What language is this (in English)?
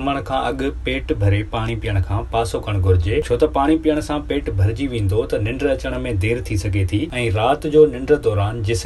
Sindhi